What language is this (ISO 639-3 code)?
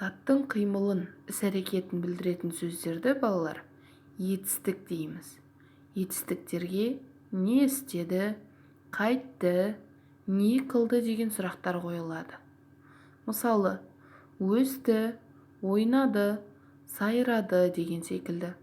kaz